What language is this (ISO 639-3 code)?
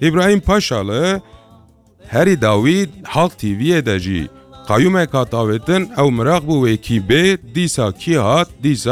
kur